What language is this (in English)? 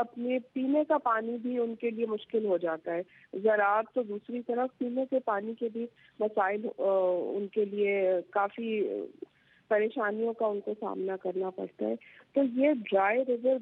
Urdu